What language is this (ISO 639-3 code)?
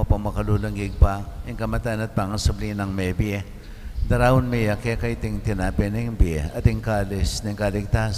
pam